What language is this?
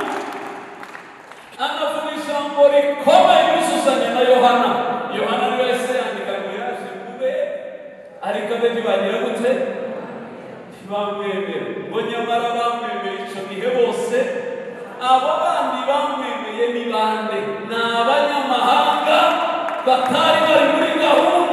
Kinyarwanda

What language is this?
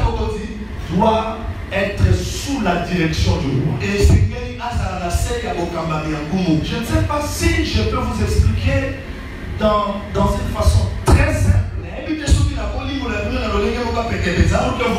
French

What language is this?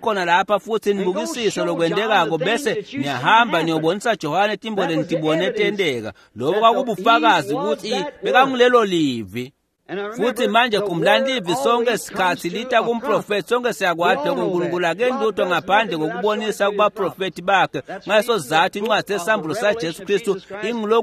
Swati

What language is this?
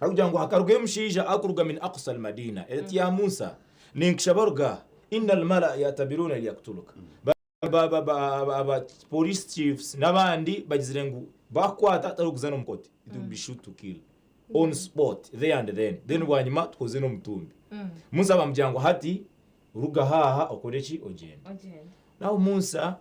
Nyankole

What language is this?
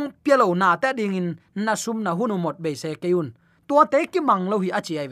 Tedim Chin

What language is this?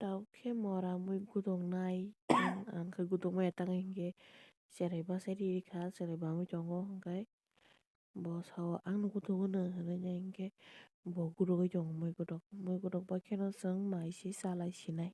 Kok Borok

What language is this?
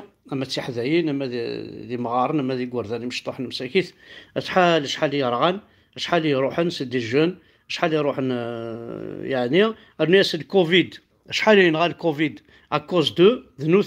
Kabyle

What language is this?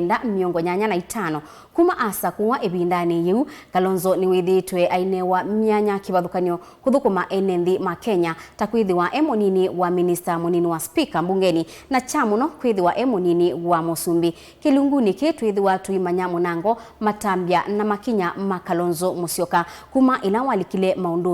Kamba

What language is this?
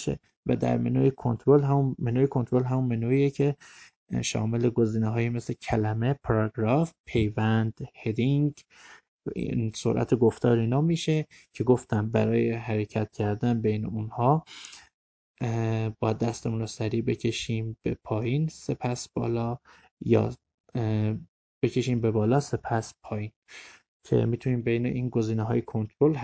Persian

